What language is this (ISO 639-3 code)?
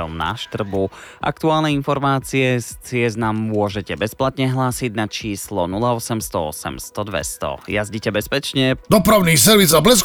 slk